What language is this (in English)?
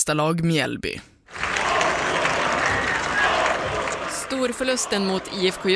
Swedish